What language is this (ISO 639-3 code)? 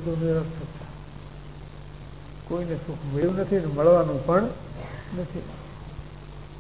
guj